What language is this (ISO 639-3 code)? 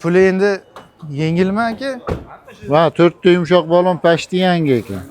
uzb